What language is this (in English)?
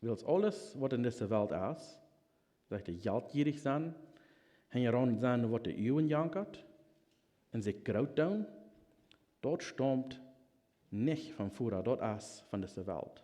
Plautdietsch